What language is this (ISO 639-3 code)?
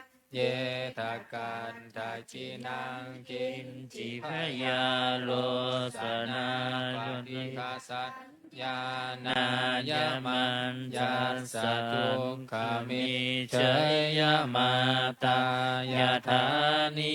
pli